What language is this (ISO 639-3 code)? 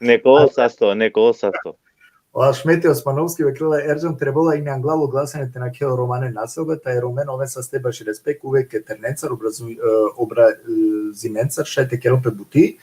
rmn